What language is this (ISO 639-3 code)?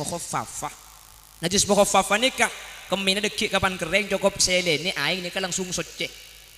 mad